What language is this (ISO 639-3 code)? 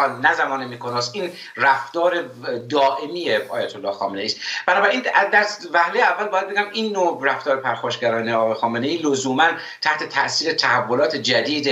fas